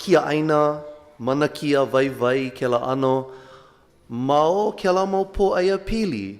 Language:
Hawaiian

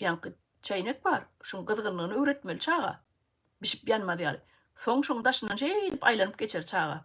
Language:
Turkmen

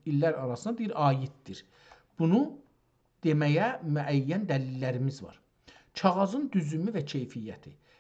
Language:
South Azerbaijani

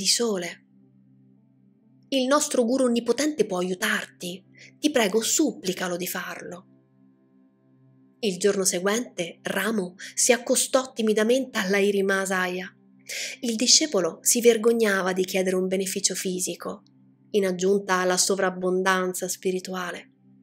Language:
Italian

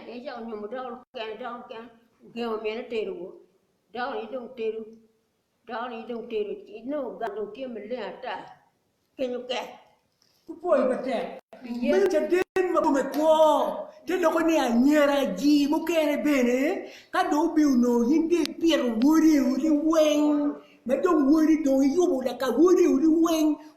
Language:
Acoli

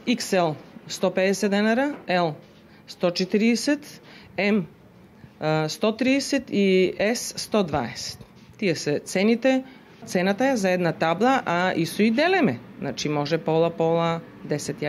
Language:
Macedonian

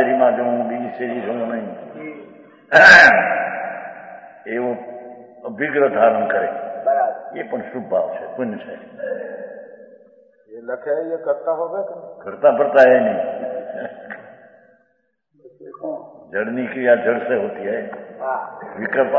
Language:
Gujarati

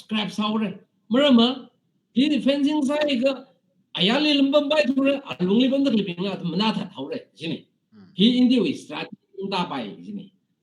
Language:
Tangkhul Naga (India)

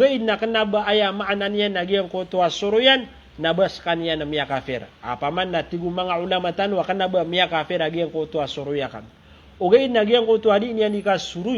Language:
Maranao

